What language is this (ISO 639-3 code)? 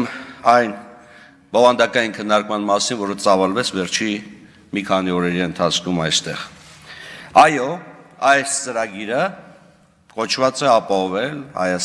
hye